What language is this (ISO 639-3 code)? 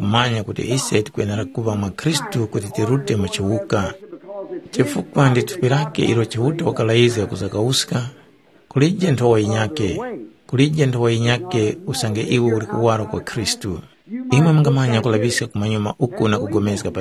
tum